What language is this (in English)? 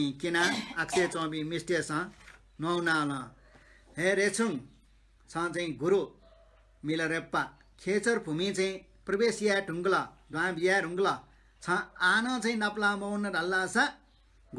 Newari